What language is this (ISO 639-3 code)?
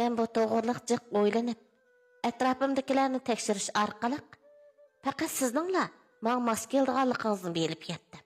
uig